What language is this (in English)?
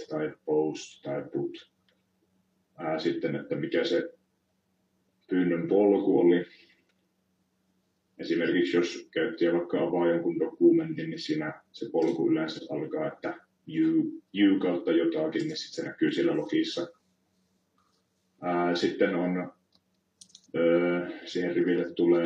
Finnish